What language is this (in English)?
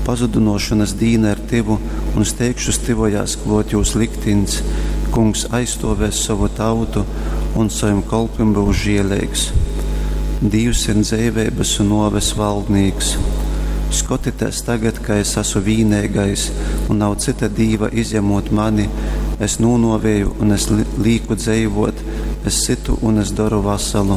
Latgalian